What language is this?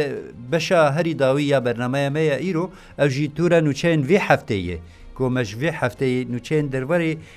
Kurdish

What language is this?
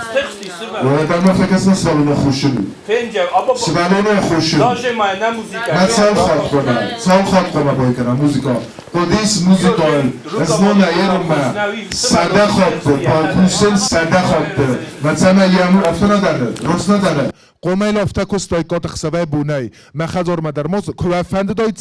Ossetic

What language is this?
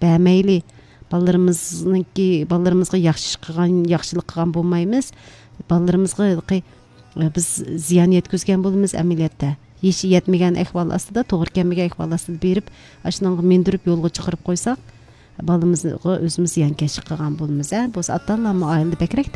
Uyghur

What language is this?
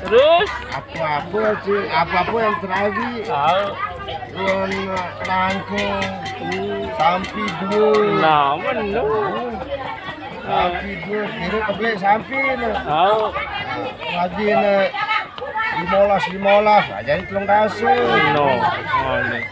Sasak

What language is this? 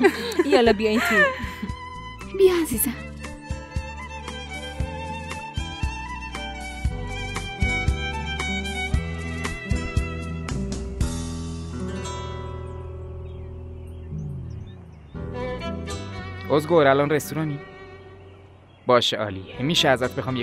Persian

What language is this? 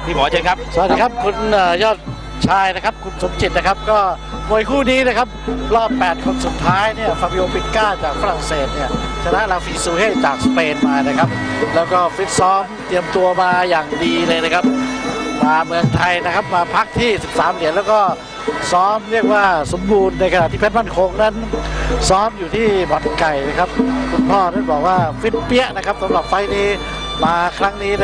Thai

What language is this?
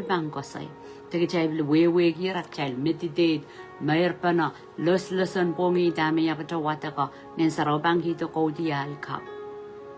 Pohnpeian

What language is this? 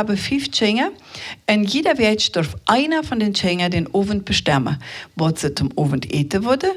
Plautdietsch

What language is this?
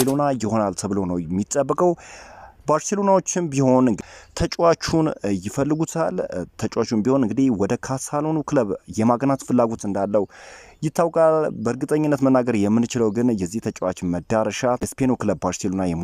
Amharic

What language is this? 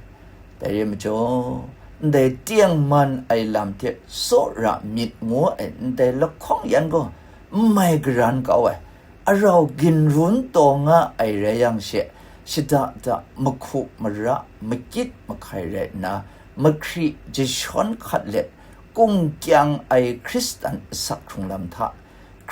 Kachin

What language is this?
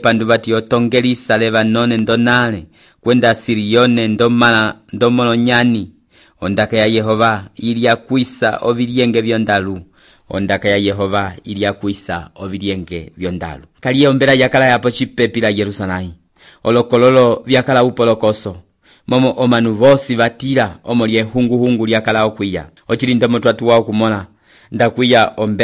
Umbundu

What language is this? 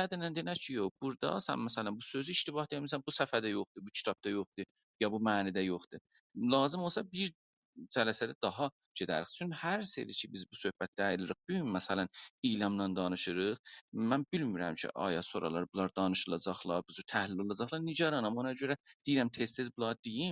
South Azerbaijani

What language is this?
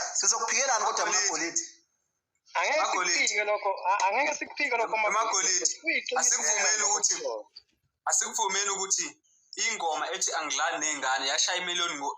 Zulu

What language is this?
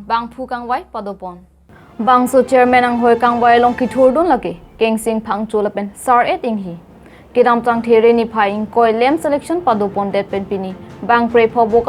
Karbi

